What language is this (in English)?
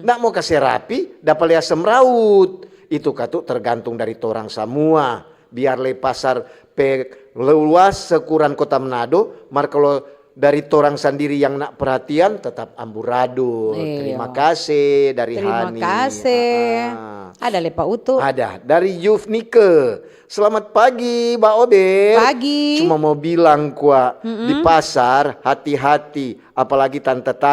Manado Malay